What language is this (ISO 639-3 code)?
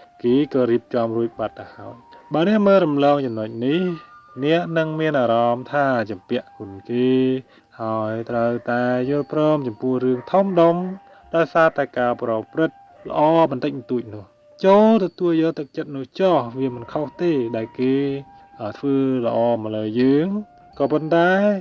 khm